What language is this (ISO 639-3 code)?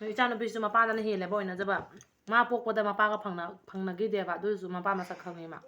mni